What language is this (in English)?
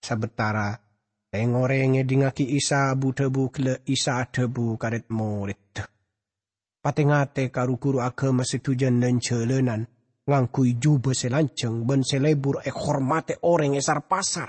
Madurese